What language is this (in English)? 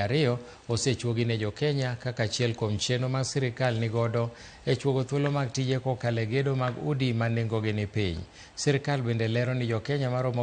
Luo (Kenya and Tanzania)